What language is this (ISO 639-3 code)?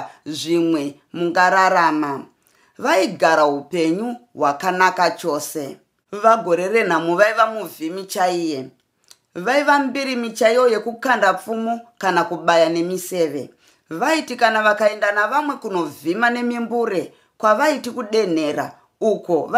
sna